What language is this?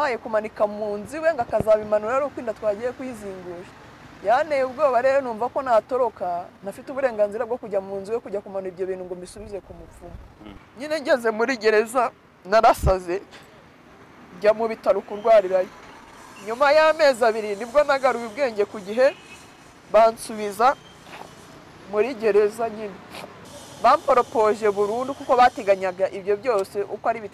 Kinyarwanda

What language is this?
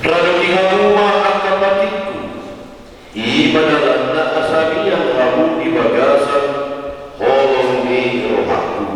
Batak Toba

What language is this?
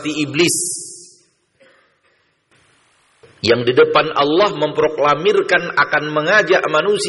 Indonesian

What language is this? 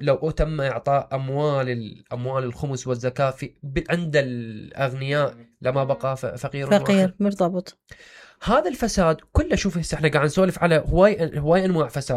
Mesopotamian Arabic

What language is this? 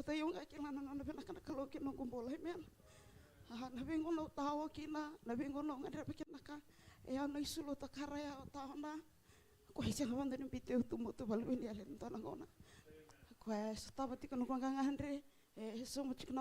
Fijian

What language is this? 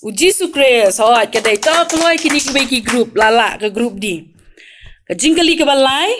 Khasi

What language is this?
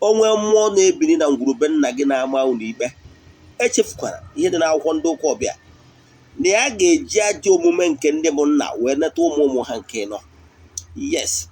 Igbo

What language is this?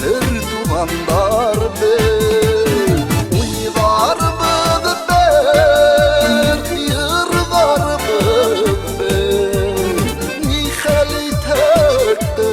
Bashkir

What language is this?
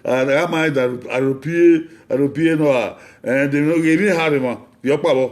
Bini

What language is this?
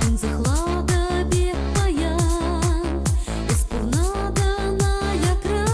Chuvash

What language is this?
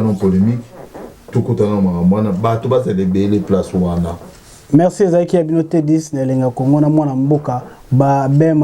Lingala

